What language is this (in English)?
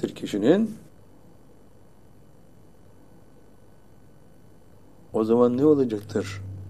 Turkish